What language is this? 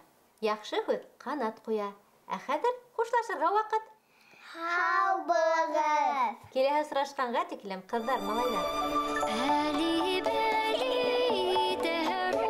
Bashkir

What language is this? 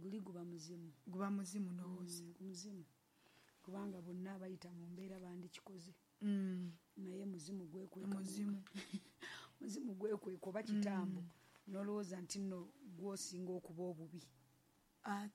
Ganda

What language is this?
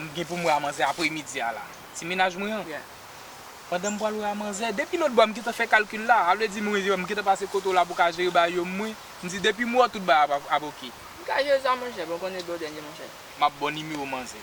Haitian Creole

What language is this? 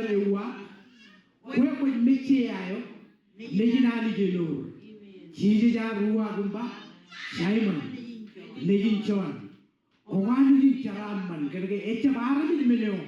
Marshallese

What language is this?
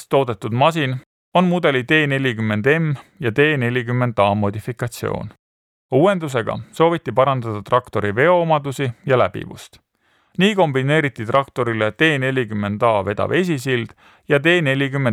Estonian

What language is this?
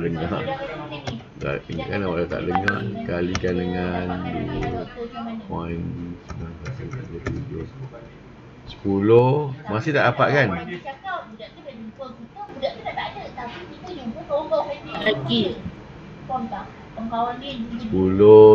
Malay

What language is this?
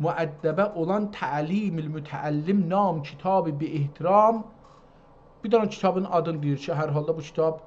South Azerbaijani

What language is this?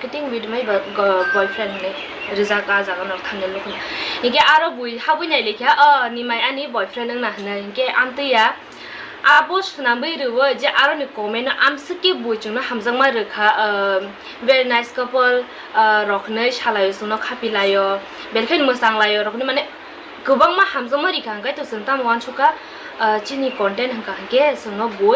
Kok Borok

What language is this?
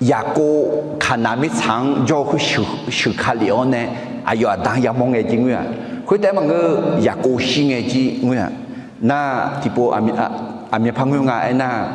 Akha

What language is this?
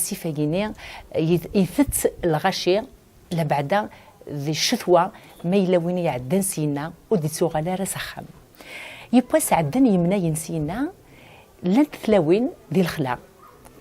Kabyle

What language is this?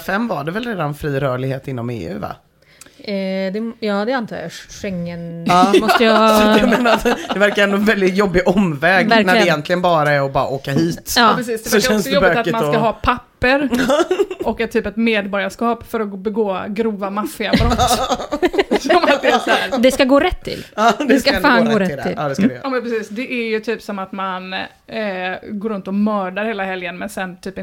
Swedish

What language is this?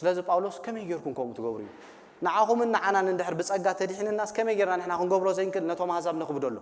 Tigrinya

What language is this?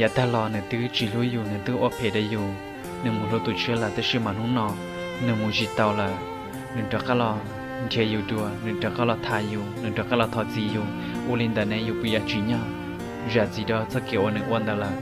Hmong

